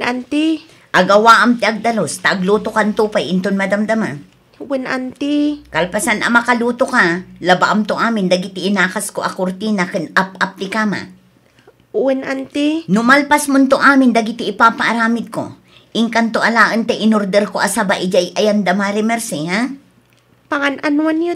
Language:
Iloko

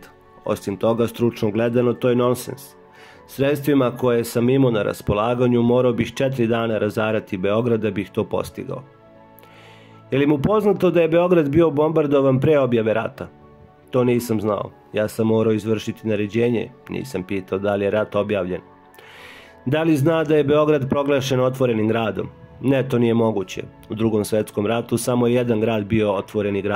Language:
Serbian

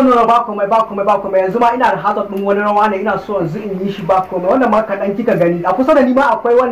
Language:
Hausa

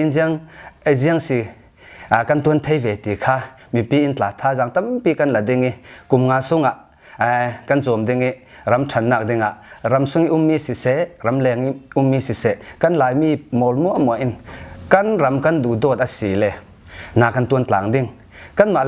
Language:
Falam Chin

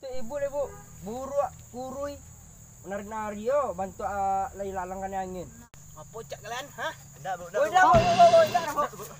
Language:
Minangkabau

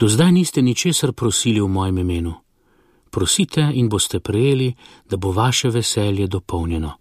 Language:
Slovenian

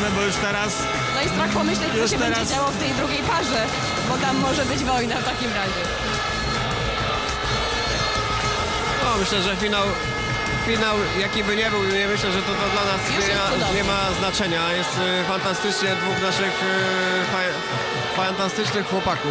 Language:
Polish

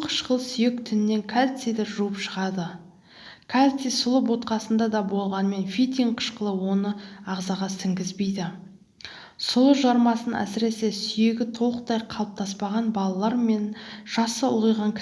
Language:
Kazakh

